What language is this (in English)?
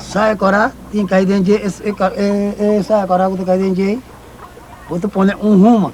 Papiamento